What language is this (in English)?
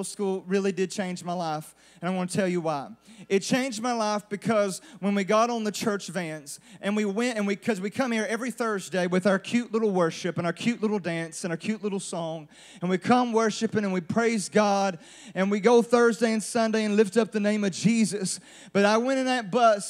English